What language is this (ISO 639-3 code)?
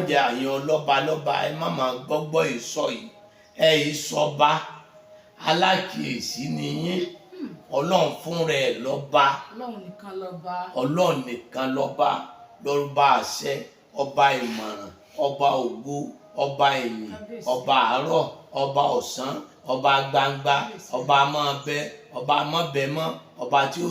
yor